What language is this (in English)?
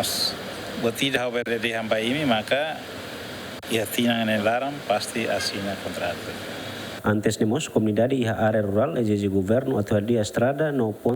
Tetum